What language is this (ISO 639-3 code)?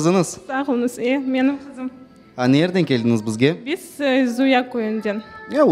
crh